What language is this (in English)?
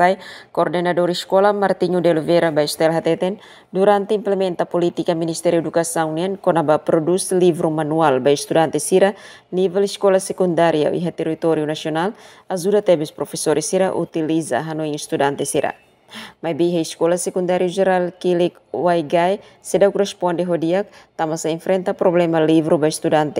Tetum